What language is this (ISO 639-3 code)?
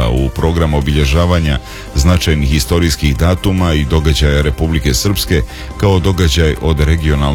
srp